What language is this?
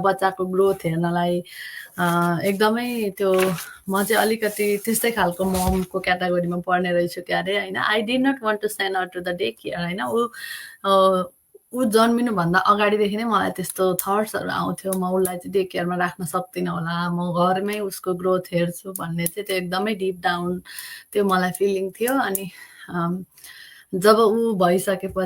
Nepali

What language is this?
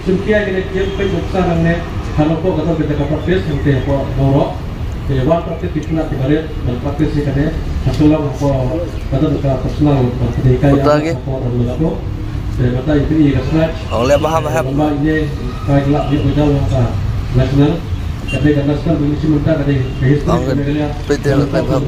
Khasi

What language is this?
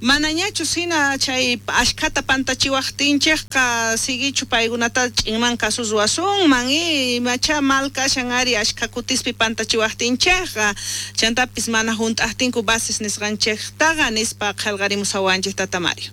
South Bolivian Quechua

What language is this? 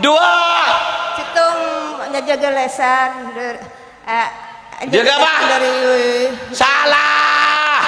Madurese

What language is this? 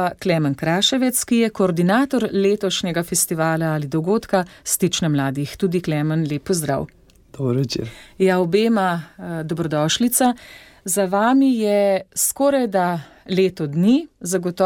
Slovenian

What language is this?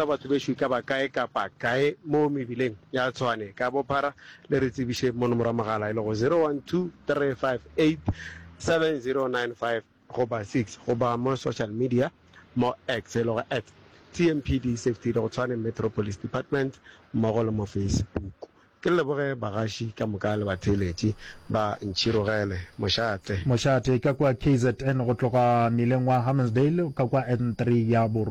Northern Sotho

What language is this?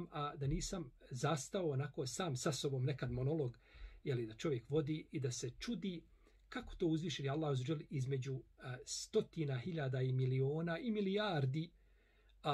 Bosnian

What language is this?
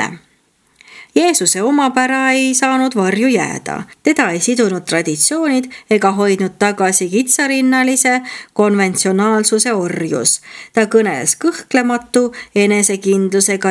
Estonian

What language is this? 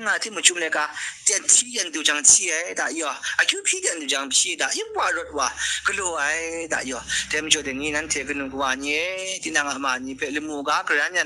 Kachin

